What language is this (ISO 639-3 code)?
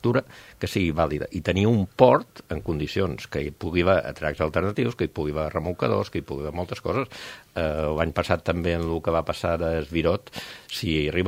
cat